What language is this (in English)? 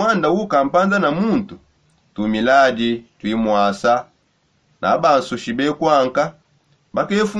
Songe